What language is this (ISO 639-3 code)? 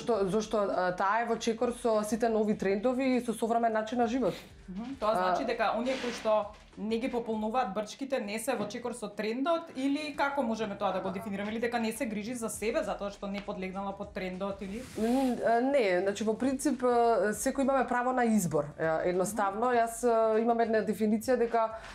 mkd